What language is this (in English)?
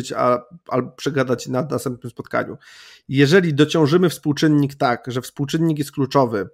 Polish